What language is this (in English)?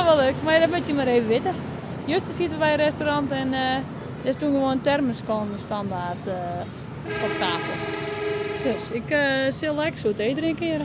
Western Frisian